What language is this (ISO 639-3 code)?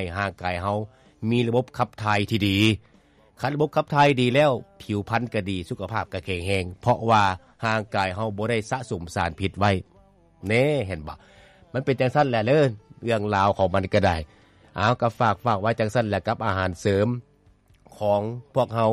lao